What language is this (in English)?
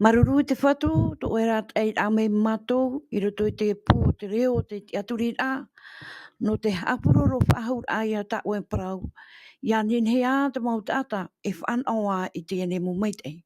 Tahitian